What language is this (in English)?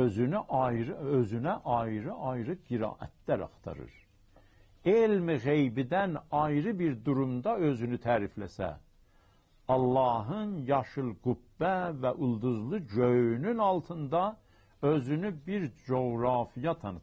South Azerbaijani